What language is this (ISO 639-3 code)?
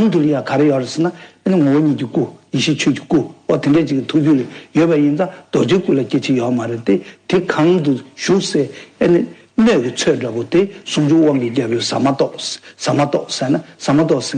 bod